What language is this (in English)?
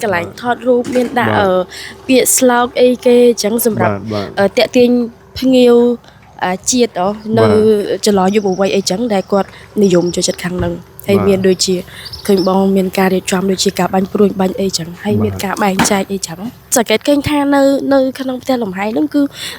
Khmer